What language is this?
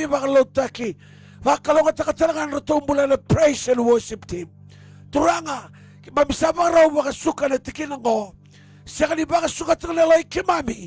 Fijian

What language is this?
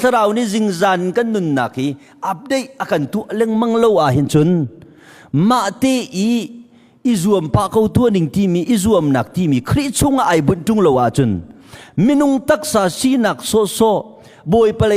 Hakha Chin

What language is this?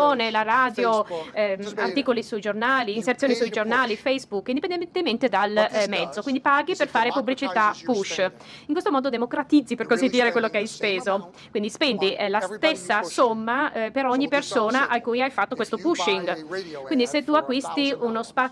Italian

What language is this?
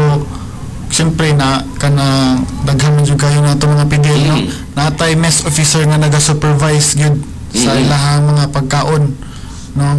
Cebuano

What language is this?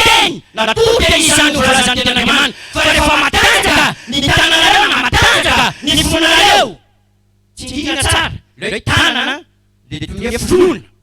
Malagasy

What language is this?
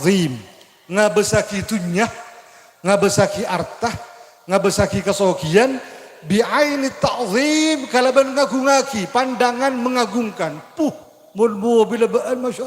Madurese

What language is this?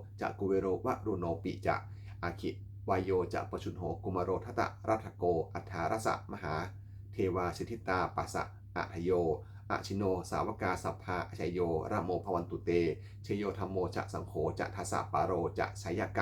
Pali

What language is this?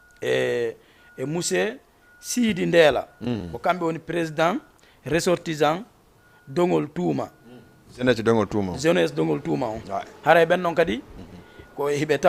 Fula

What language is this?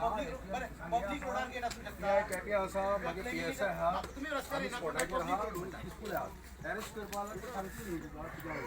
Konkani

